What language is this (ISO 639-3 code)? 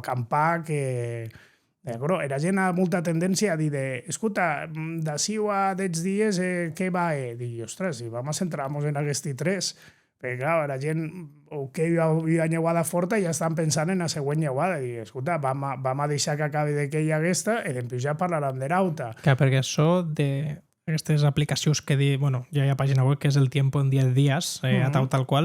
oci